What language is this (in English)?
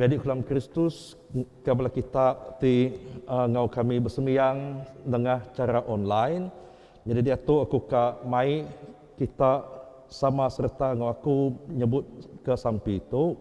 Iban